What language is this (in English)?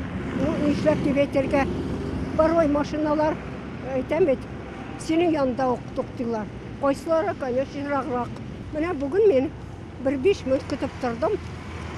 Tatar